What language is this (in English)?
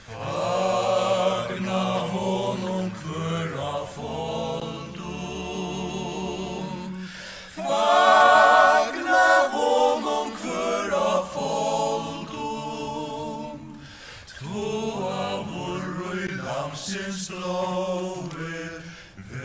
Faroese